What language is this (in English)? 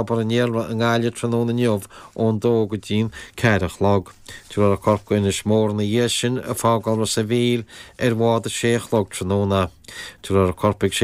Irish